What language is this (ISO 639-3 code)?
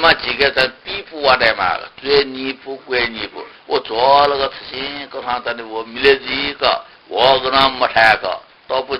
new